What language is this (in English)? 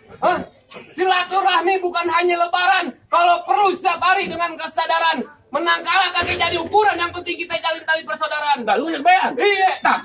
Betawi